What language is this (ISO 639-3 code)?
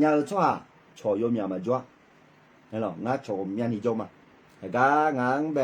ahk